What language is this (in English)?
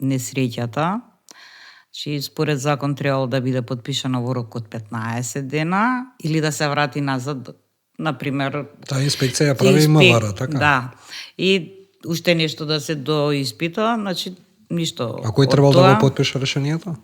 Macedonian